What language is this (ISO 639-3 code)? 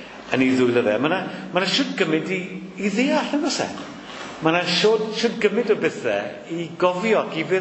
cym